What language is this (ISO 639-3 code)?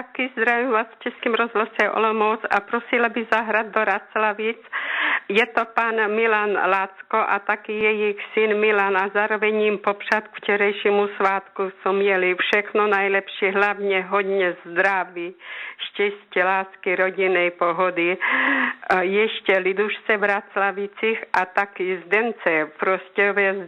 ces